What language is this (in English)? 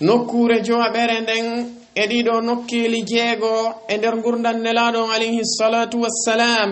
Fula